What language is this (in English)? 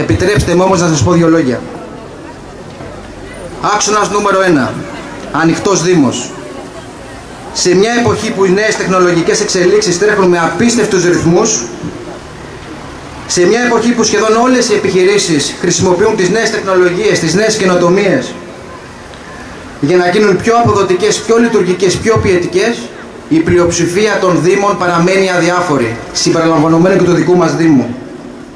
Greek